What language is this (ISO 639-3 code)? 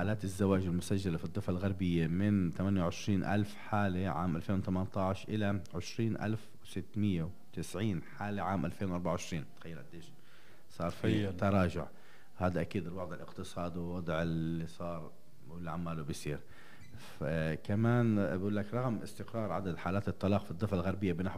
apc